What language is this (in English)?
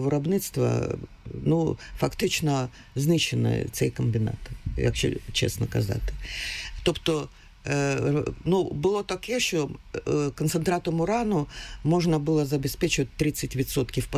Ukrainian